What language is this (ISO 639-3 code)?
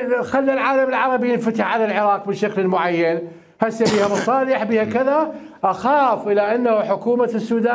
acm